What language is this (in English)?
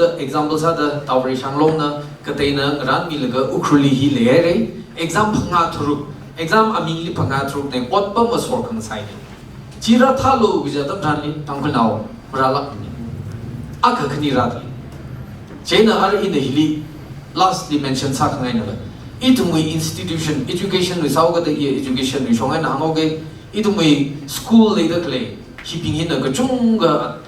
Tangkhul Naga (India)